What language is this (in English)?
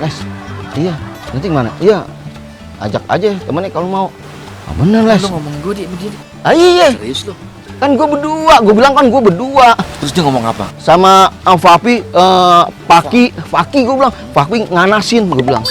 Betawi